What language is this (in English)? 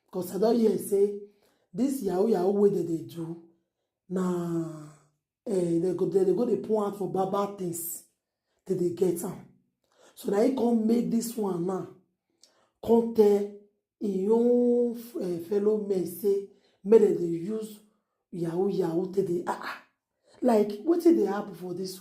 Nigerian Pidgin